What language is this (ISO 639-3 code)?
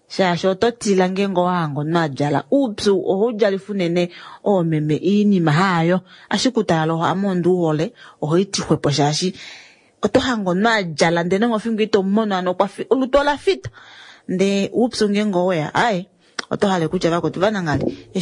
kua